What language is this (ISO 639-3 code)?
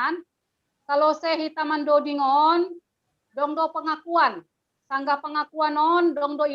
bts